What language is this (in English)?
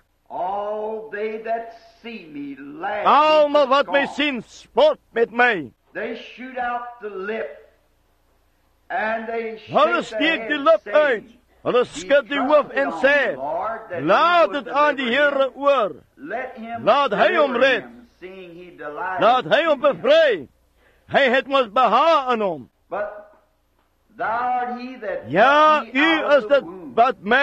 Afrikaans